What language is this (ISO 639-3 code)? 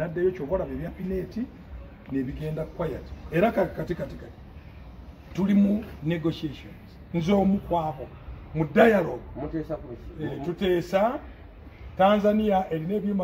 lug